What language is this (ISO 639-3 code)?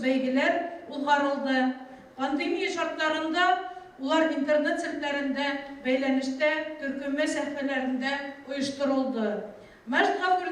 bak